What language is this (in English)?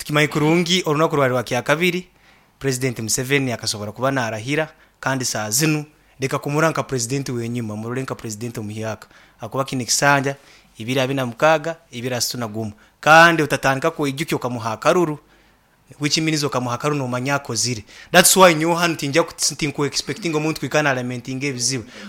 Nyoro